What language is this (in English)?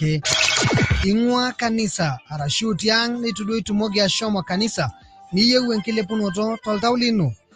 Masai